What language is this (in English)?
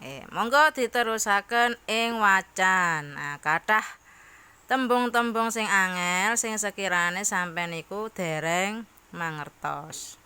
Javanese